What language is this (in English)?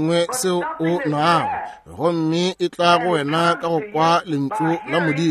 Northern Sotho